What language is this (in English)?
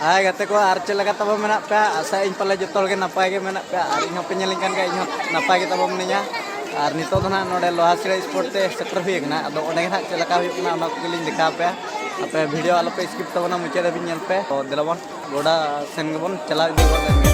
Santali